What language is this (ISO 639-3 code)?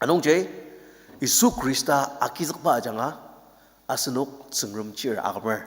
njo